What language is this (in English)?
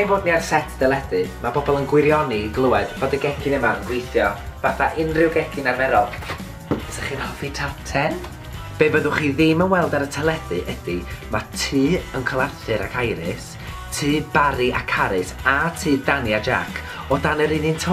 Welsh